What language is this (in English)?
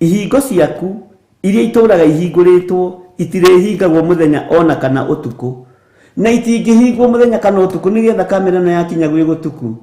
Kikuyu